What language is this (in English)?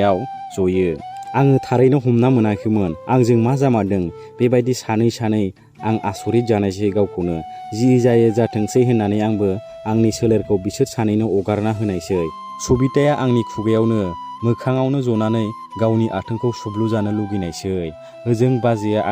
Bodo